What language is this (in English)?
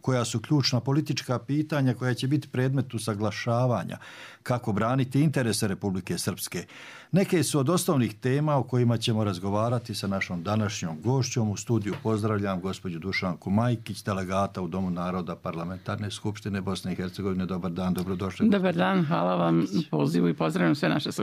Bosnian